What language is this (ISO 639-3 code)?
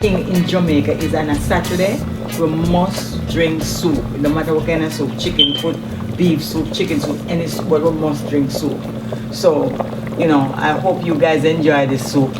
jam